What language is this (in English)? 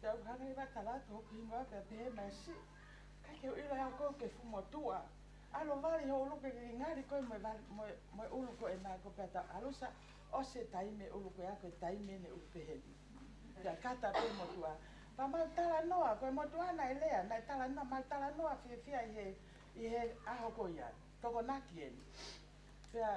Tongan